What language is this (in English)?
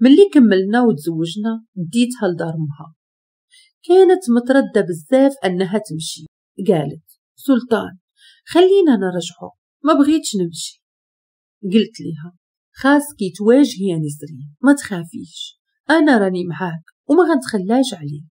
Moroccan Arabic